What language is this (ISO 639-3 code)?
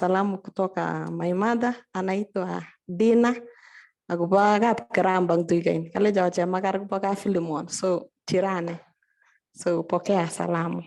kln